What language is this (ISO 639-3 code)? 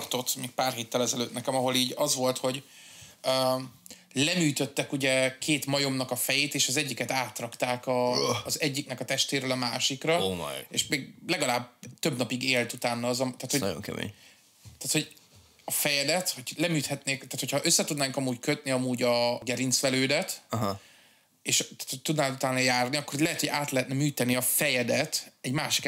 hun